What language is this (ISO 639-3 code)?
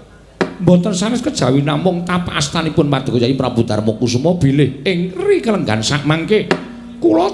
jav